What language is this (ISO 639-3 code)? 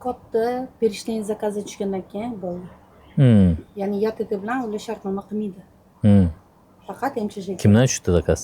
uzb